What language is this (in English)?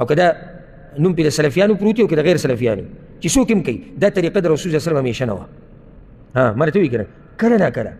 Pashto